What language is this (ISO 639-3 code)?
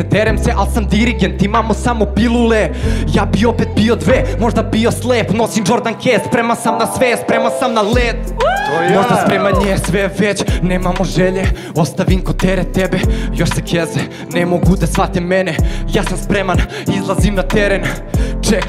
srp